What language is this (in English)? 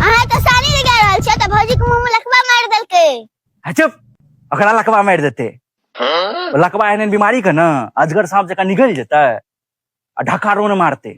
Maithili